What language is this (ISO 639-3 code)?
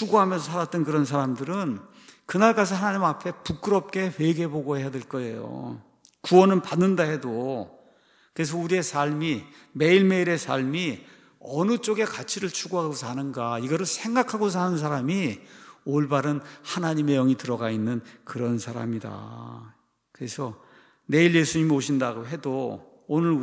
kor